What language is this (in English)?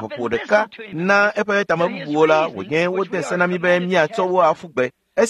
Ewe